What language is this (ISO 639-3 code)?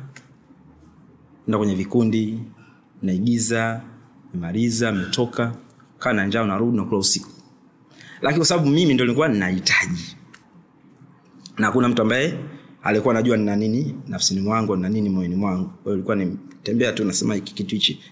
swa